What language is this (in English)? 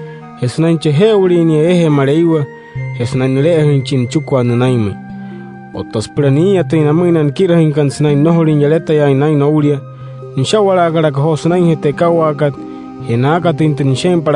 Wayuu